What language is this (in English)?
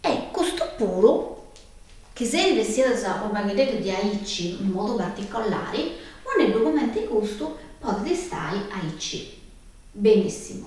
Sardinian